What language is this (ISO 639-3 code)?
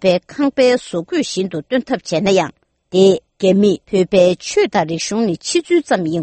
bod